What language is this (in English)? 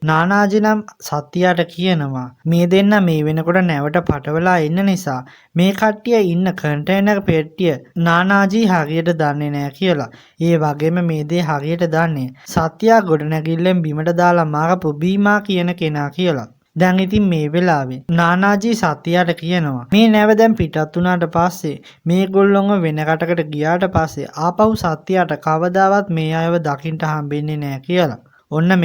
Sinhala